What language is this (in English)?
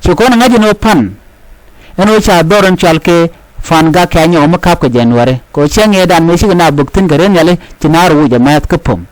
Nuer